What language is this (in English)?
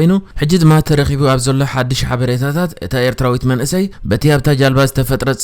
Tigrinya